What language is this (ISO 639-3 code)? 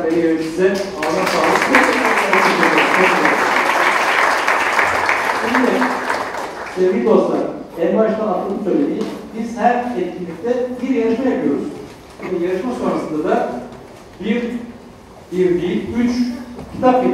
tur